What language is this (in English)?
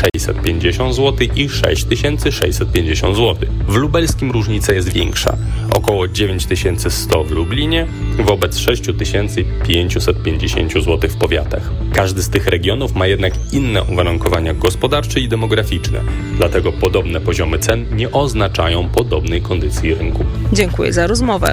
Polish